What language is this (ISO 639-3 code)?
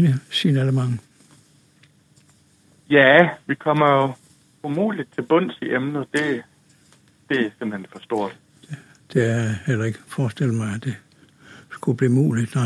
dan